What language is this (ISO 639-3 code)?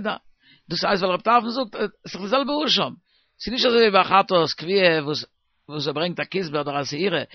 yid